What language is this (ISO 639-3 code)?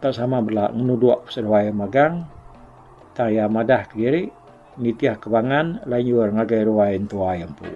iba